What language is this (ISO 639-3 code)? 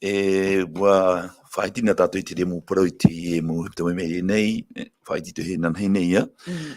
tah